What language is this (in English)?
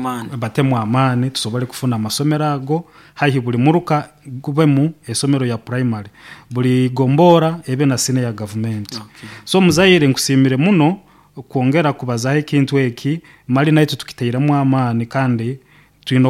Nyoro